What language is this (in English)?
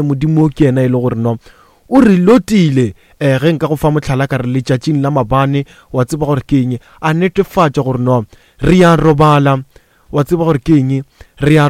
Northern Sotho